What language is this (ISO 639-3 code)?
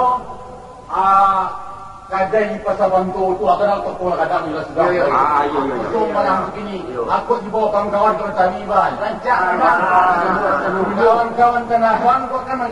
min